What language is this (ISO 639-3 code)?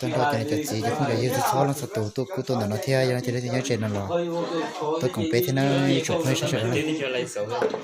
hmn